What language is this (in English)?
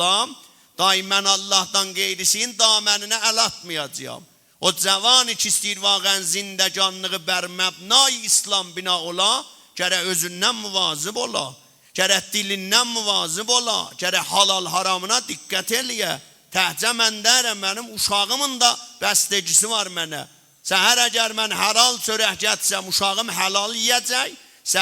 South Azerbaijani